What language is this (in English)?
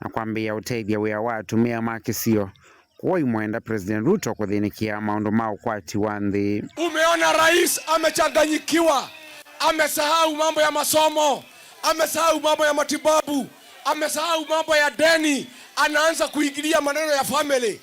Kamba